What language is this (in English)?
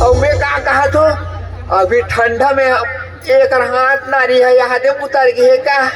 Chhattisgarhi